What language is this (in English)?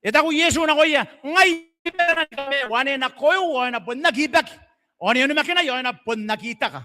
Gilbertese